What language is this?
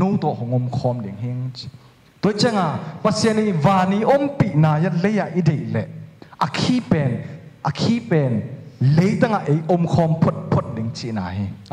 Tedim Chin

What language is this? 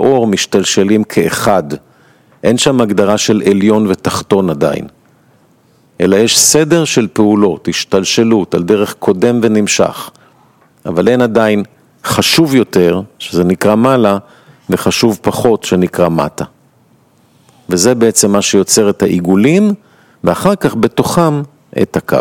Hebrew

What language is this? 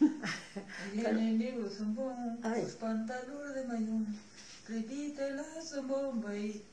Galician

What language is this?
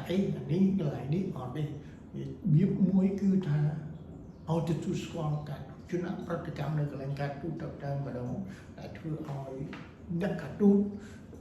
Khmer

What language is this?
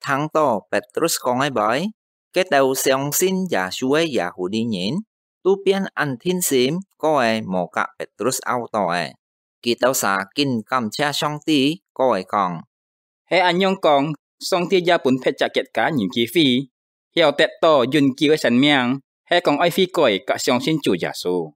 Hakka Chinese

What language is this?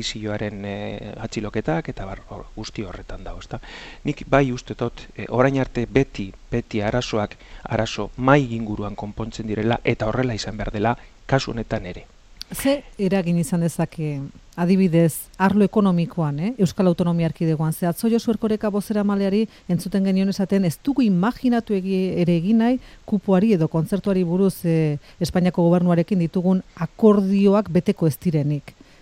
Basque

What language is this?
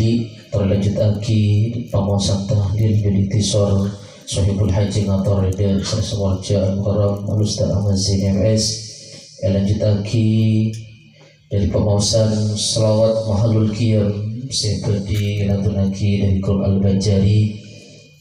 Madurese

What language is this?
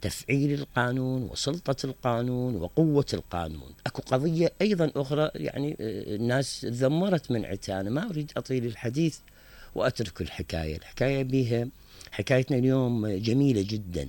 Mesopotamian Arabic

